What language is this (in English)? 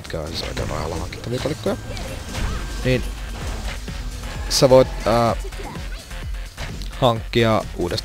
Finnish